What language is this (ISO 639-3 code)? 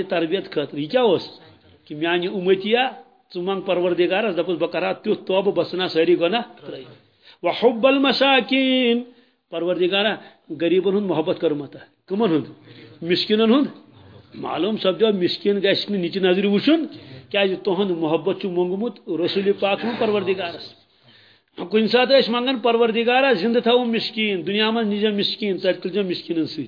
kas